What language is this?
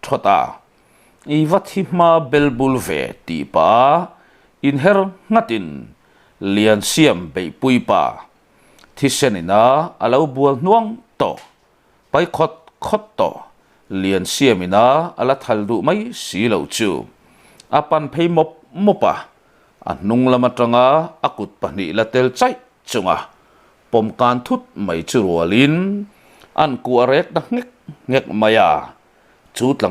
Mizo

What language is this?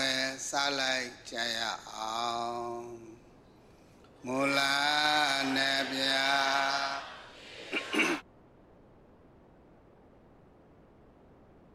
Burmese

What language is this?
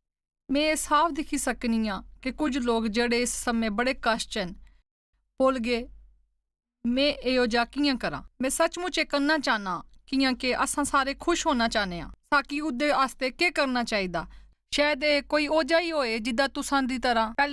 Dogri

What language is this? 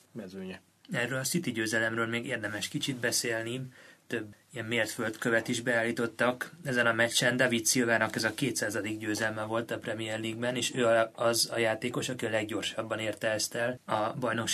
Hungarian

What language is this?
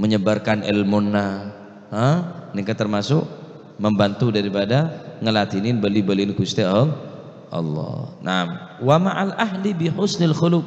Madurese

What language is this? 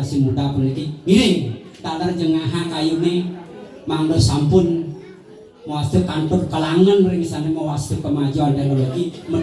Balinese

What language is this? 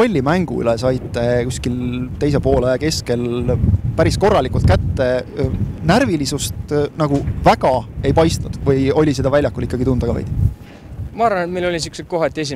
Estonian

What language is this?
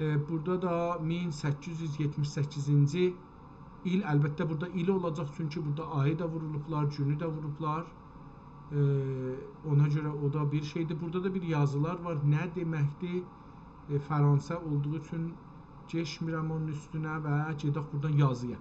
South Azerbaijani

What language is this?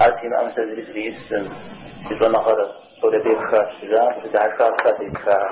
Kabardian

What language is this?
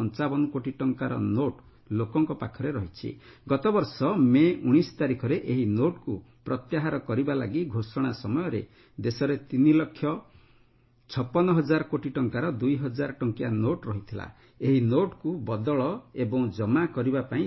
Odia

